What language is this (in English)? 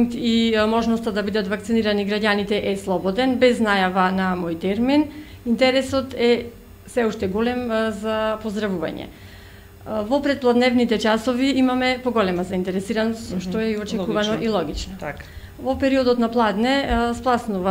Macedonian